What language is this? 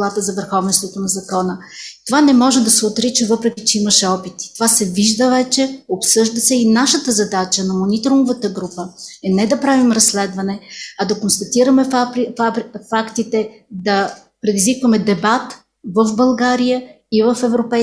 Bulgarian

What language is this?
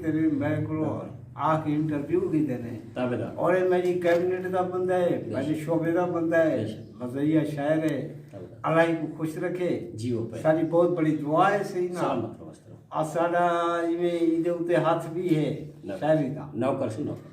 Saraiki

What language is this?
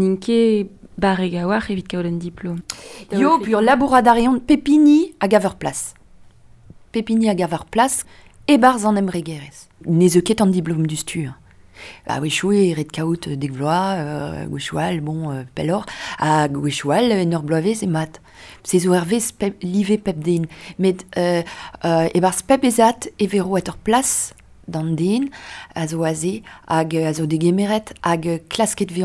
Breton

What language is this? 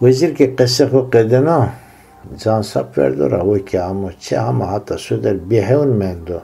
Zaza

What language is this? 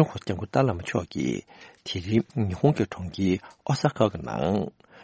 Tibetan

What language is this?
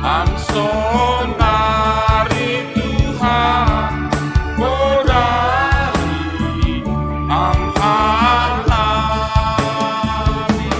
Batak Simalungun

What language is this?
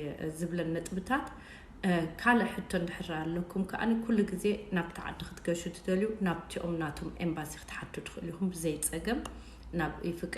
Tigrinya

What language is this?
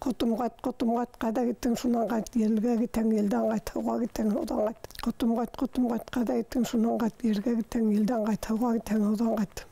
Bashkir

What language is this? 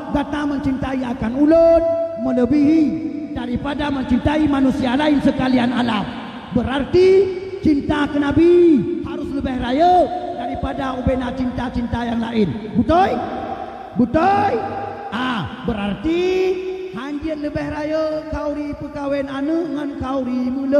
Achinese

